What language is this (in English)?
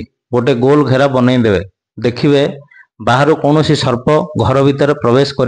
Odia